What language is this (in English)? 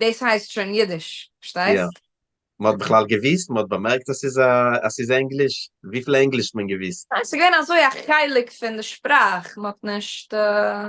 Yiddish